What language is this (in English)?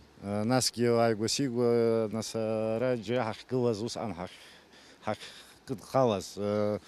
Abkhazian